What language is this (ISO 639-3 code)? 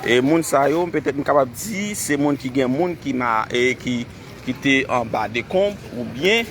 hat